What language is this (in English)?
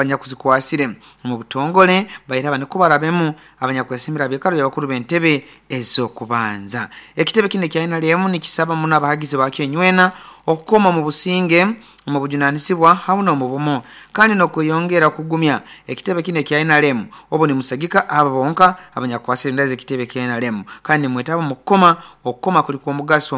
Nyoro